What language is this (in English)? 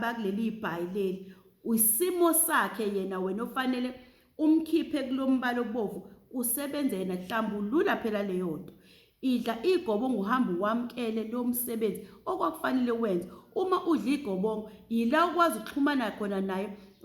Zulu